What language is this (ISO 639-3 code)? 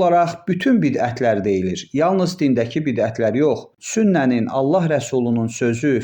aze